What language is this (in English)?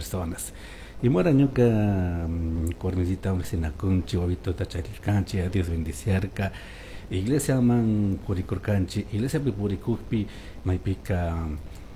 Chimborazo Highland Quichua